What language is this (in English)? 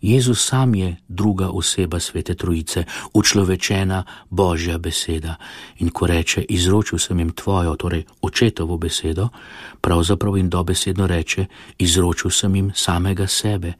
Slovenian